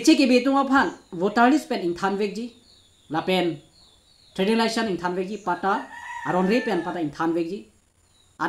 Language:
Karbi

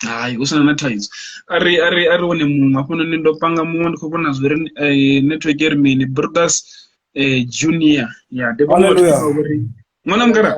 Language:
Venda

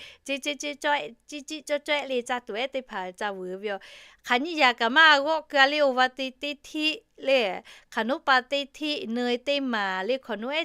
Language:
Lahu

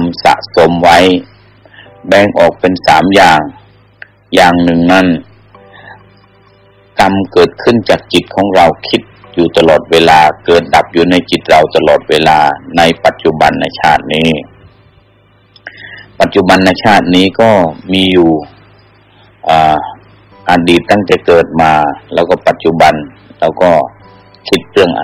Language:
Thai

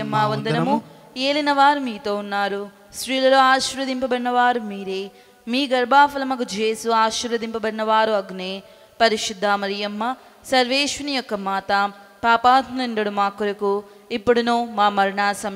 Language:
Telugu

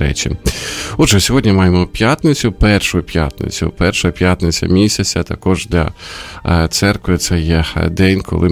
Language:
Ukrainian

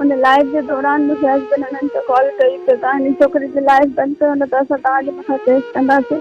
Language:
Sindhi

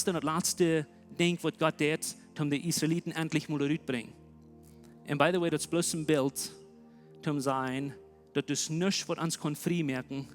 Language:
Plautdietsch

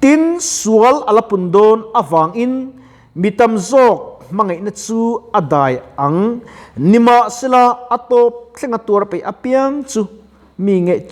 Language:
Mizo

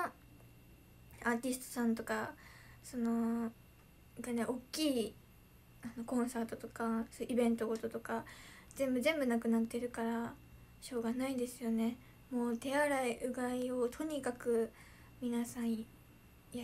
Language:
Japanese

